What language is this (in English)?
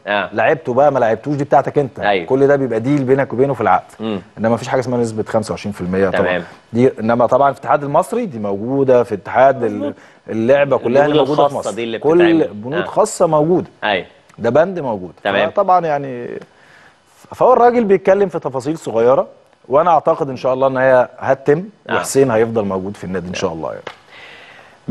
Egyptian Arabic